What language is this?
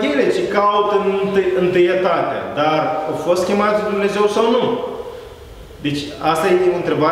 Romanian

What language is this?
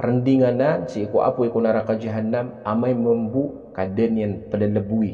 Maranao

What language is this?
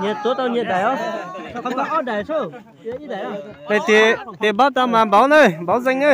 Hmong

